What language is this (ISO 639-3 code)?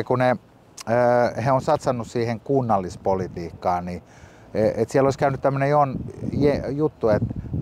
fin